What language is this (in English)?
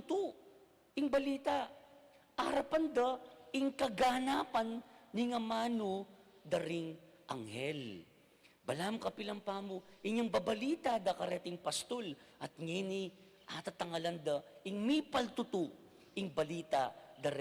Pampanga